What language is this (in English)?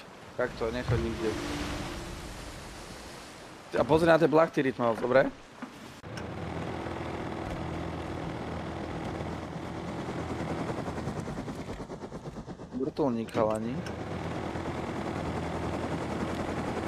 Slovak